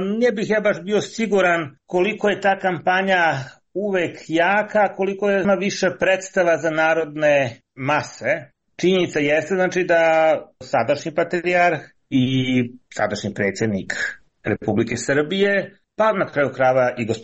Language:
Serbian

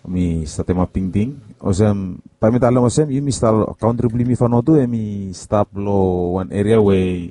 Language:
Bislama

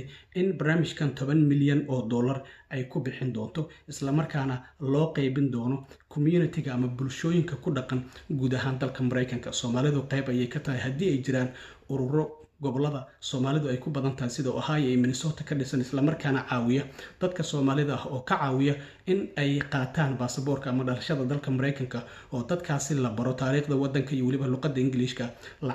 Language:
Somali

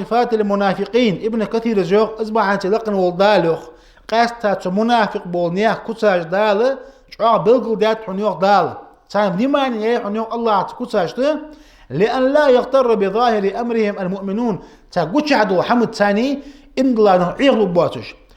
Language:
Ingush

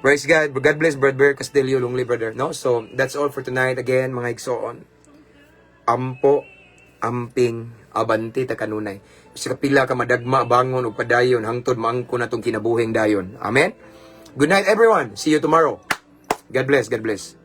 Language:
Cebuano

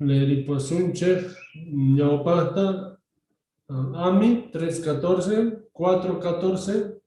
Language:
South Bolivian Quechua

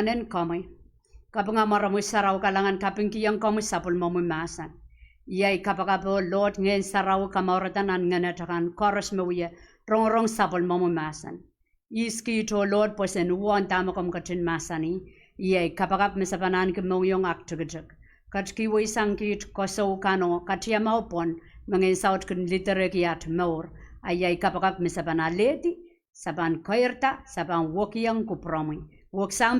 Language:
Pohnpeian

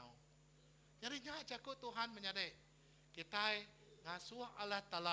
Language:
Iban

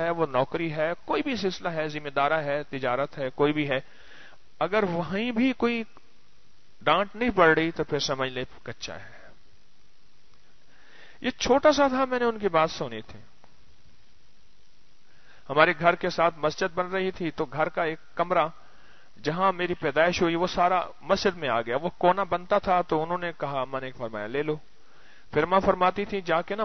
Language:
Urdu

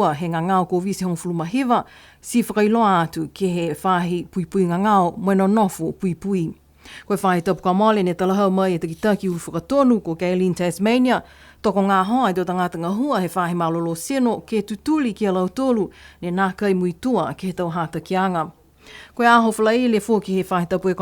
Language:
Niuean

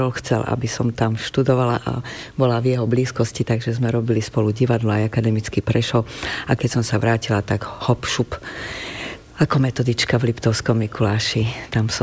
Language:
Slovak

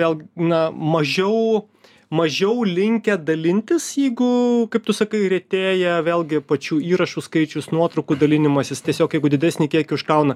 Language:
Lithuanian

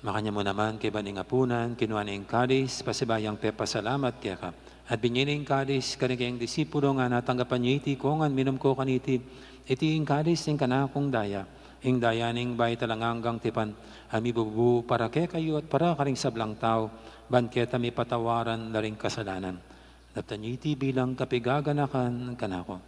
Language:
Pampanga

